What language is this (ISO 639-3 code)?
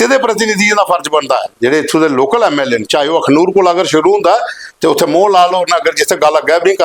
doi